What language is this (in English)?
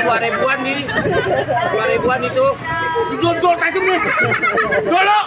Betawi